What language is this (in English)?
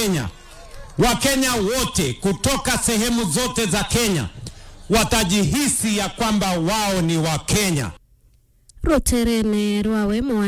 Meru